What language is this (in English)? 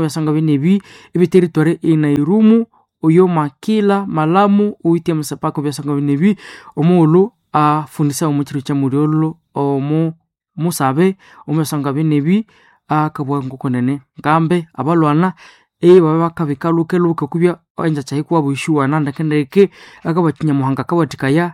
Nande